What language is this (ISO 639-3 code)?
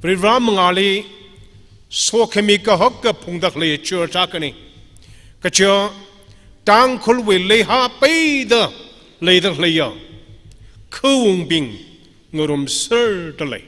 nmf